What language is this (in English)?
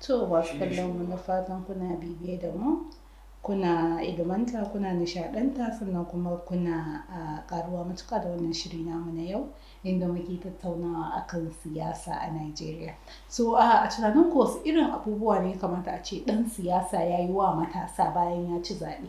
Hausa